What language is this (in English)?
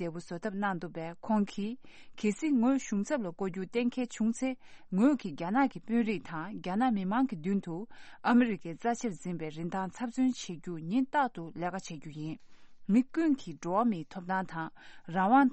Tibetan